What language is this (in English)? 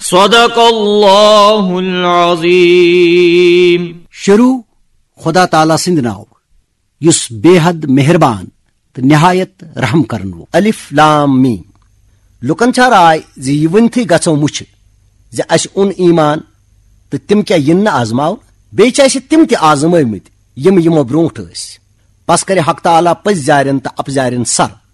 Kashmiri